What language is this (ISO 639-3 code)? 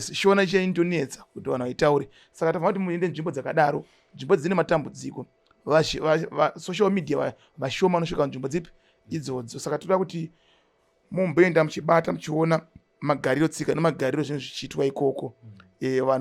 sna